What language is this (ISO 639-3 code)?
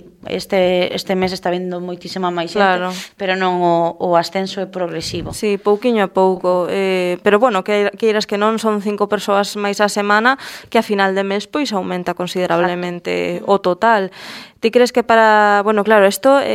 glg